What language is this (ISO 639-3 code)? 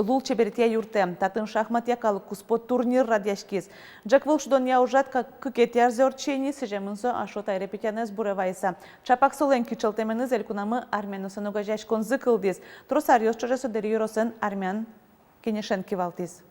udm